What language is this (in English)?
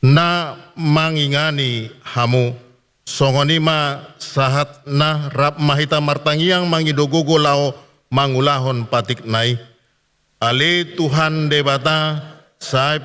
Batak Toba